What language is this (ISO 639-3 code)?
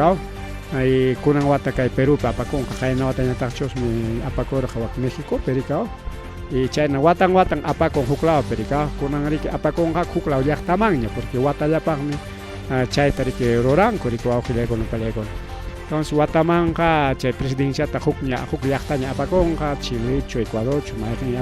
quy